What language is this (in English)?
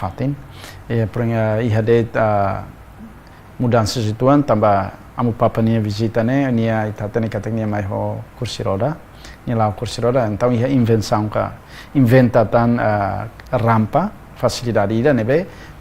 Tetum